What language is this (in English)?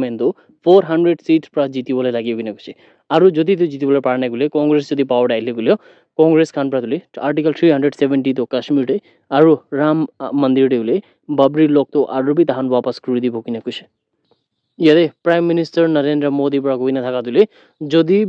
Naga Pidgin